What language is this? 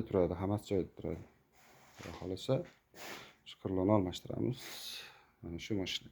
Uzbek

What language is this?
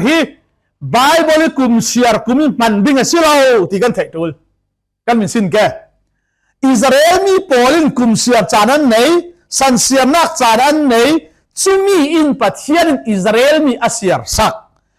Falam Chin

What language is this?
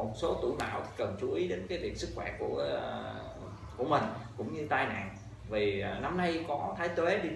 Vietnamese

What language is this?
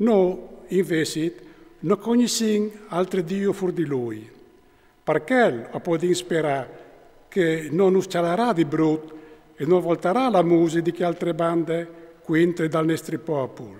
Friulian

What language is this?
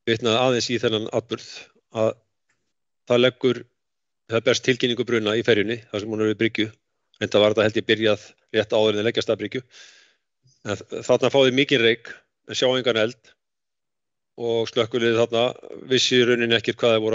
Icelandic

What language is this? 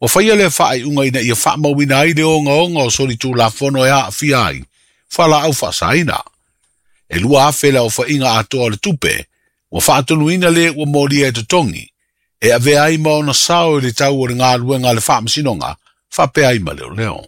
Samoan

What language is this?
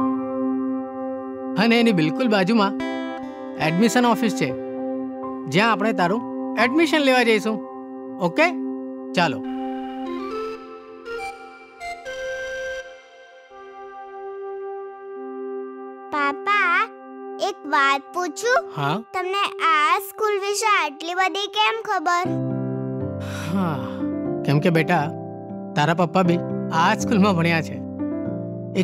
Gujarati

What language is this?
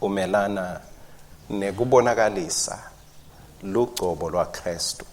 Swati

